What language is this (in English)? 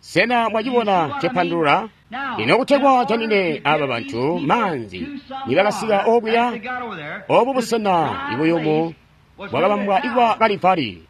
Tonga (Zambia)